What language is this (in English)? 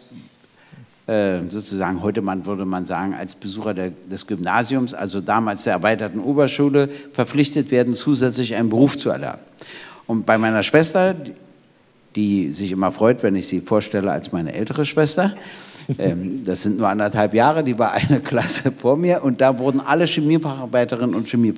German